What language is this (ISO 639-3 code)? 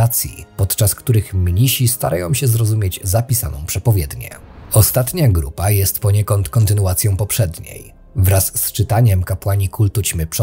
pol